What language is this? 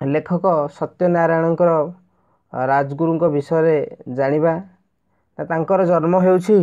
Odia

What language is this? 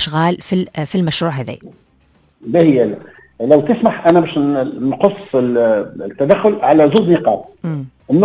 Tunisian Arabic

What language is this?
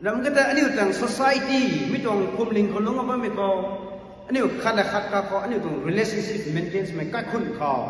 Rongmei Naga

